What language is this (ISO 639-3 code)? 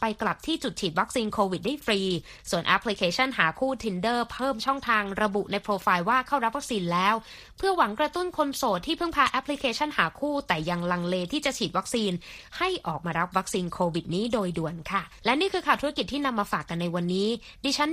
tha